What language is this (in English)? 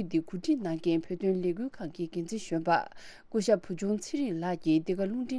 Tibetan